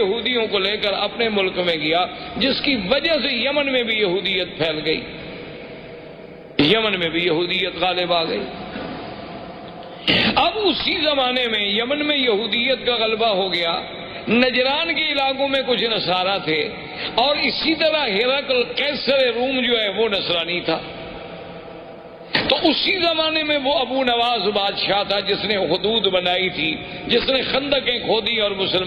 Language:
Urdu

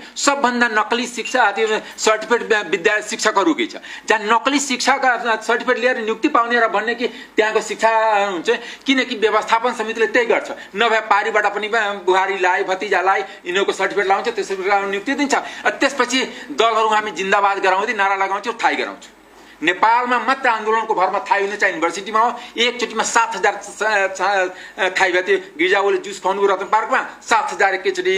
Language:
Nepali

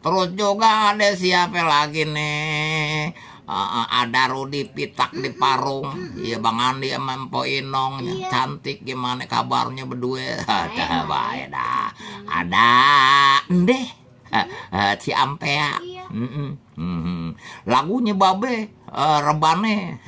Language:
Betawi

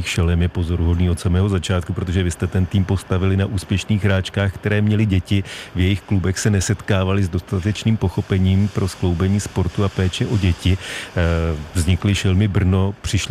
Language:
Czech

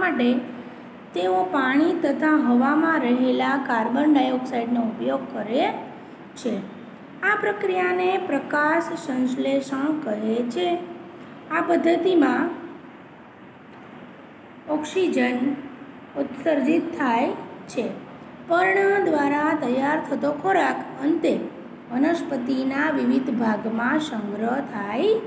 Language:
Gujarati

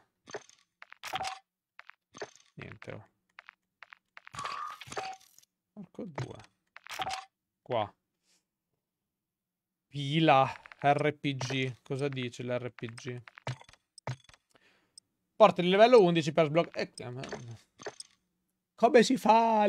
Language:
Italian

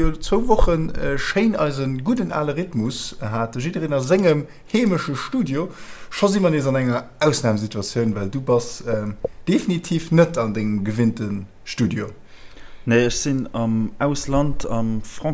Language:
Luxembourgish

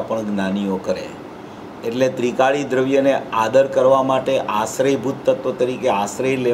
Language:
Gujarati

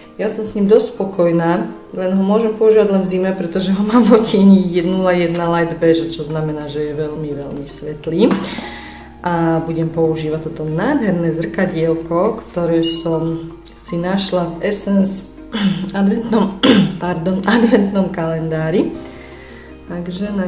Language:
Slovak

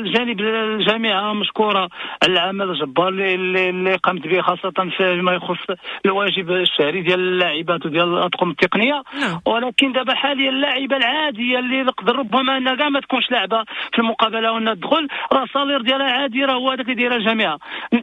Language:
Moroccan Arabic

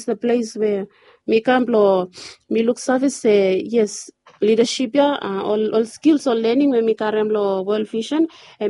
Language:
Bislama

